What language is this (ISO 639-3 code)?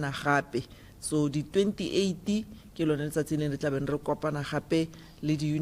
tsn